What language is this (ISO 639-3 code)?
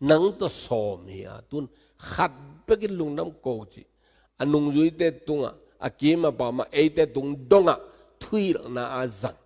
ctd